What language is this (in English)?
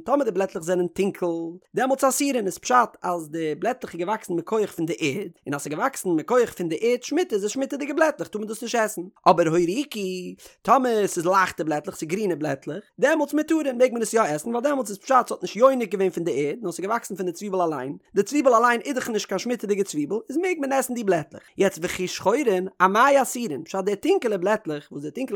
Yiddish